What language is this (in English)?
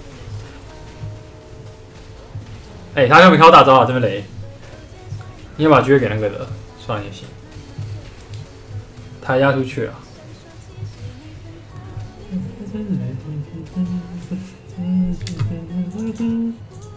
Chinese